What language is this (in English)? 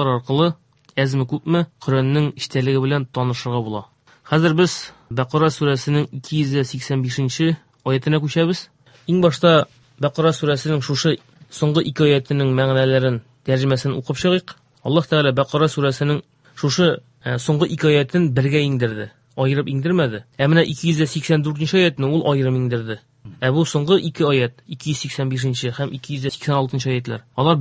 Tatar